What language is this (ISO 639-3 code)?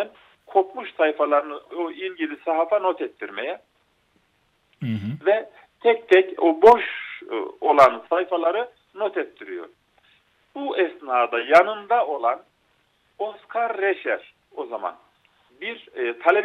tur